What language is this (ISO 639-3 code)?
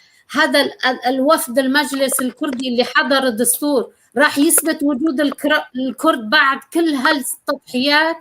apc